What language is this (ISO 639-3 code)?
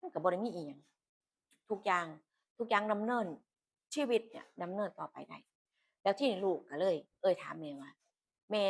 tts